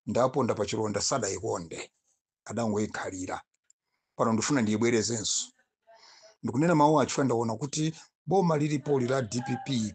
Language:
Nyanja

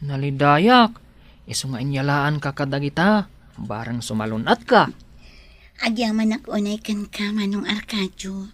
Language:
Iloko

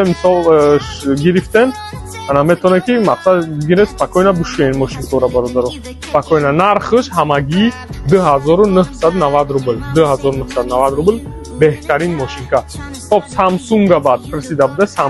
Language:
Tajik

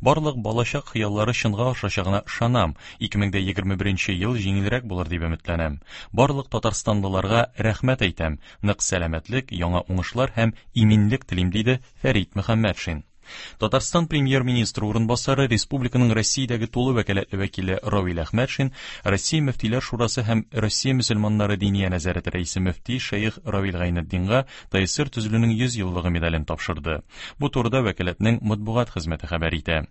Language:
Tatar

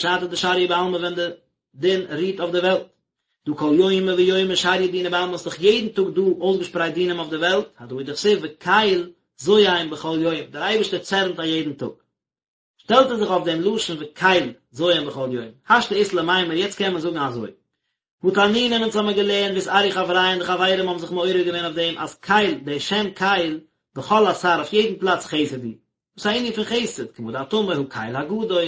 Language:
Yiddish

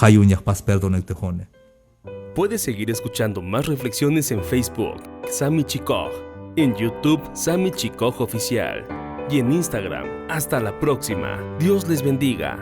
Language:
Tzeltal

